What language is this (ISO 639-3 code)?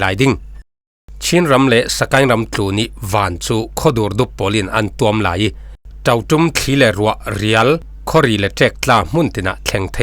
cfm